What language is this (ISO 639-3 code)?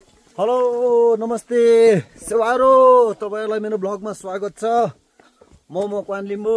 nep